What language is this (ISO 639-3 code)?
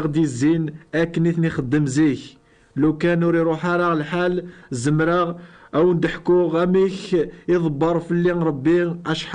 kab